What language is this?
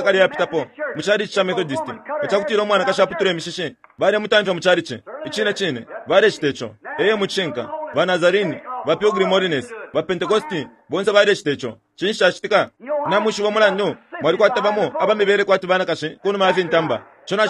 Bemba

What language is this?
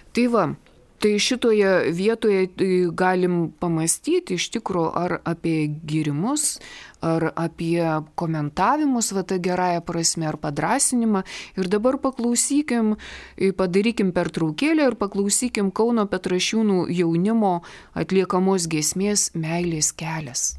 Lithuanian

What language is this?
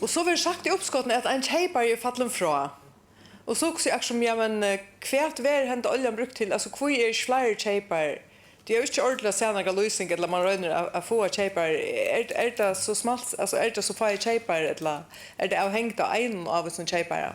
Faroese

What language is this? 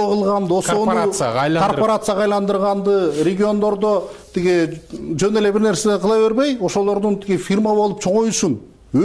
Kyrgyz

